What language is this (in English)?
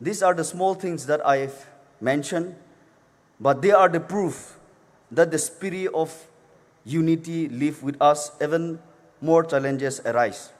Poumei Naga